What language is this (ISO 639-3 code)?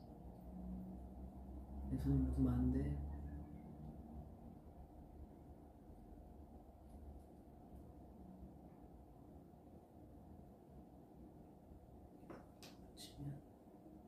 kor